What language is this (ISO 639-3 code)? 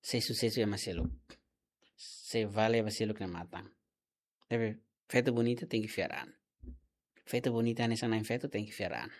tet